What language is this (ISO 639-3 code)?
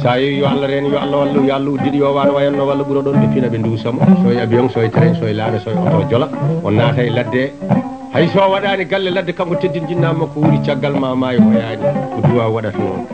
ful